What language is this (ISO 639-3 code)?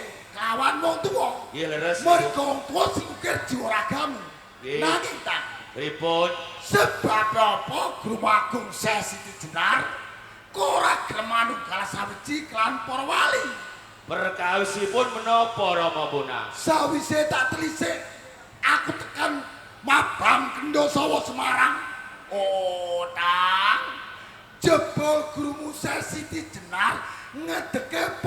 jav